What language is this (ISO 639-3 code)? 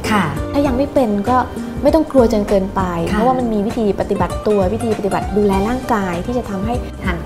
tha